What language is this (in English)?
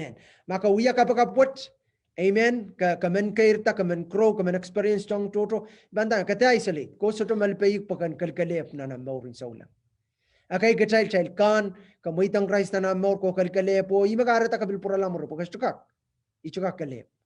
Pohnpeian